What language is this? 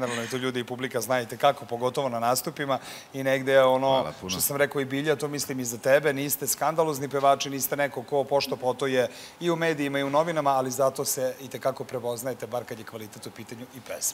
Serbian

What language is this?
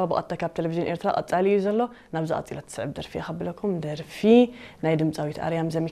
Tigrinya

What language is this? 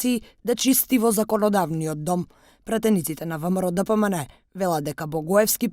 Macedonian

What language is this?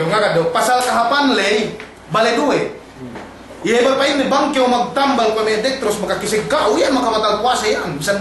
Yakan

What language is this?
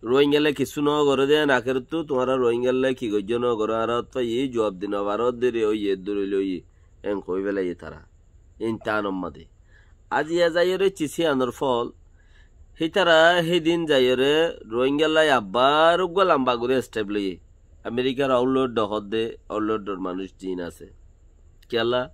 Rohingya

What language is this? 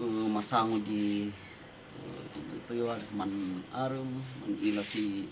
Kankanaey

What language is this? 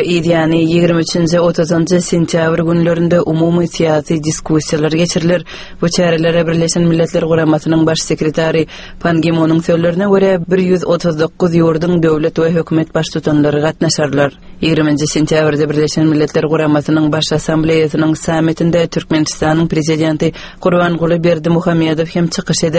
Turkmen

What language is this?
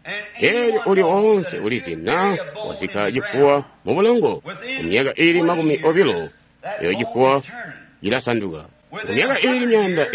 Tonga (Zambia)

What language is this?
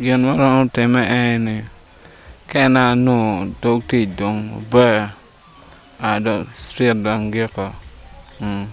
Acoli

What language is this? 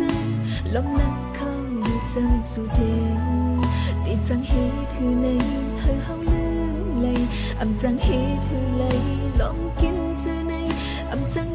Shan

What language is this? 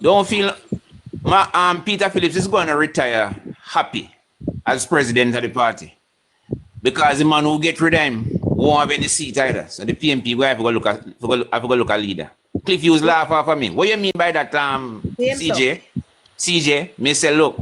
Jamaican Creole English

